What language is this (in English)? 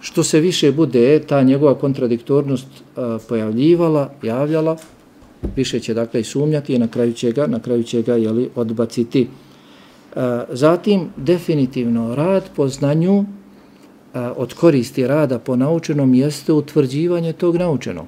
Bosnian